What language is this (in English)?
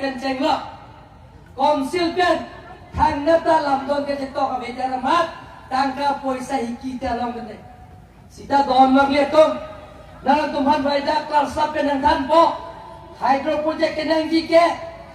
Karbi